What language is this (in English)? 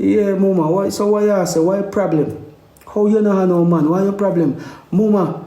Jamaican Creole English